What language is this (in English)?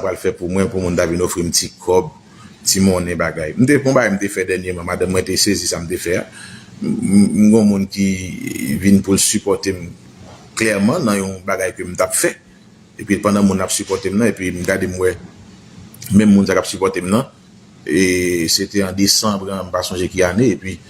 Haitian Creole